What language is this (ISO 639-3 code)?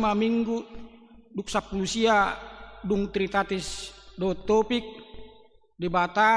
bbc